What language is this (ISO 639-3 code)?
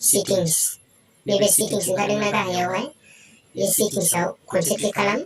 brx